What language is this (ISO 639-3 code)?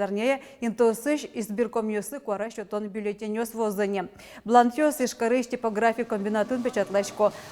udm